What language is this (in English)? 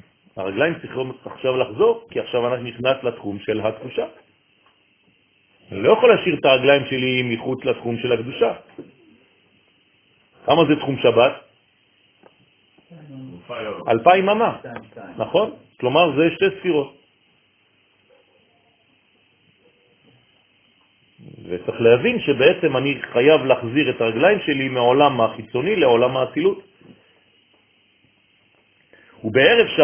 Hebrew